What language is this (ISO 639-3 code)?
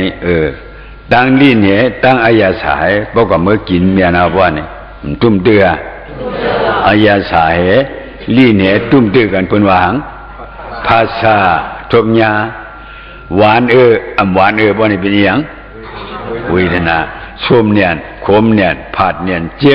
shn